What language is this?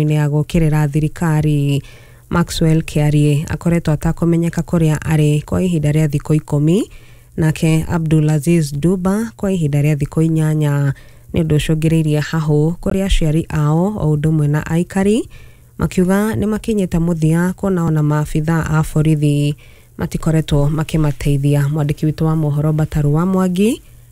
Kikuyu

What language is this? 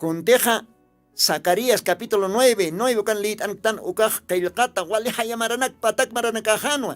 Aymara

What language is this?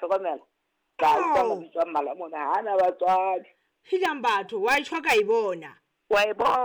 Southern Sotho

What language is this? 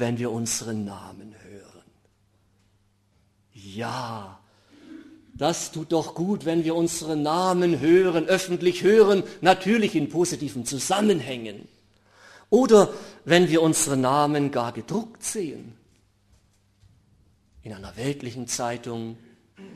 German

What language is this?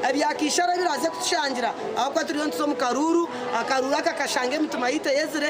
Nyankole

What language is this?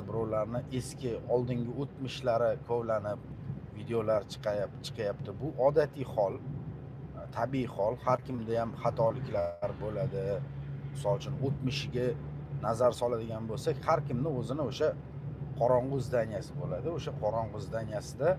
Uzbek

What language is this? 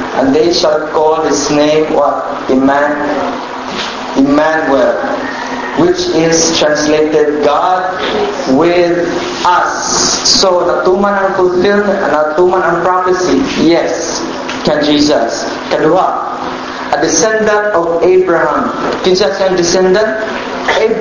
Cebuano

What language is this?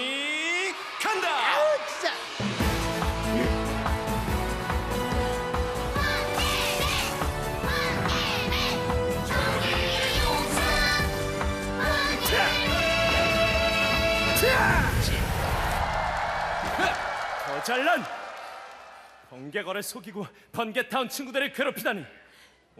Korean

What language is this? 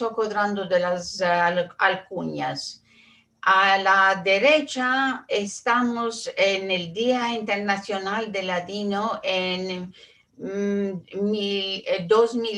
Ladino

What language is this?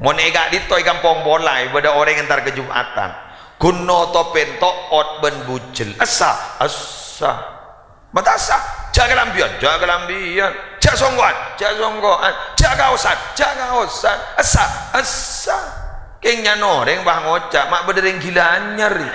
Madurese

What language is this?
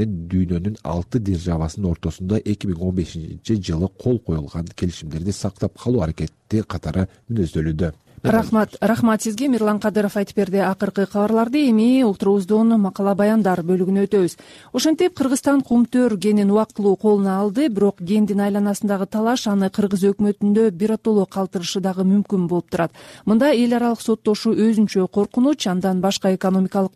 Kyrgyz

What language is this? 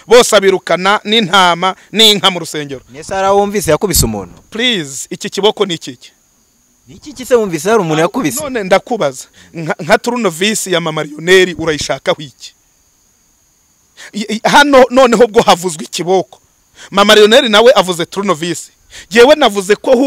Kinyarwanda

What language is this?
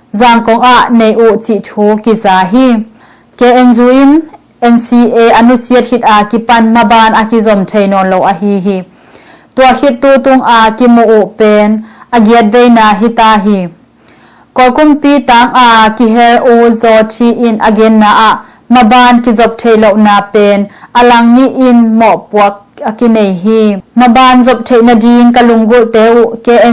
Tedim Chin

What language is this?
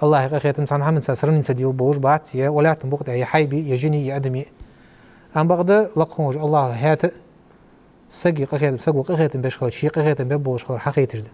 Ingush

